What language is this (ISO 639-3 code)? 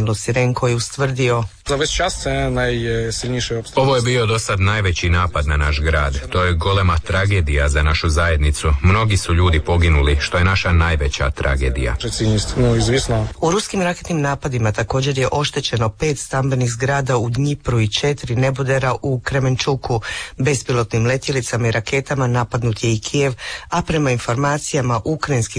hrv